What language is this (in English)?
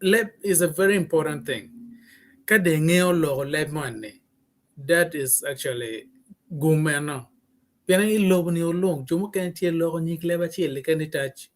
Acoli